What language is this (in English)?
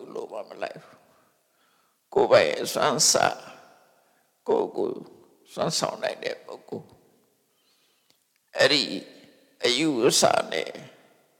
Burmese